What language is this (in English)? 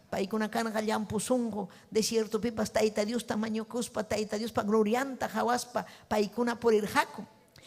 Ayacucho Quechua